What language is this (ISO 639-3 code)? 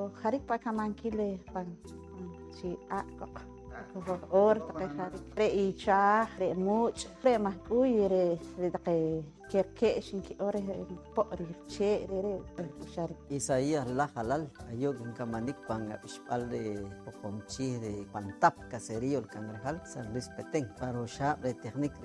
poh